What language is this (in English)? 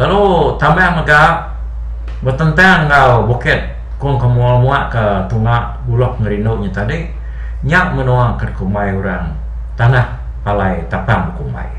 Iban